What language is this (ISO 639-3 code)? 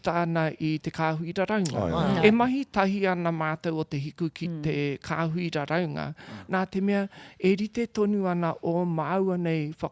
mri